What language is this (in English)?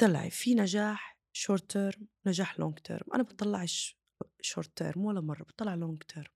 North Levantine Arabic